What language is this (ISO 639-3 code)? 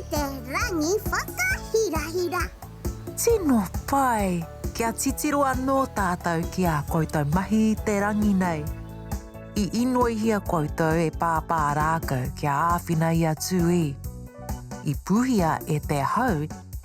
mri